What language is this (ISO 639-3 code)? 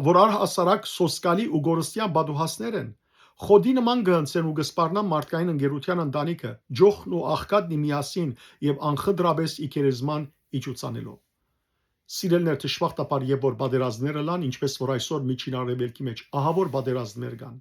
hyw